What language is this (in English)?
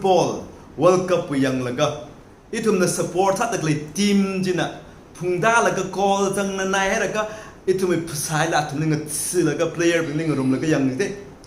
Tangkhul Naga (India)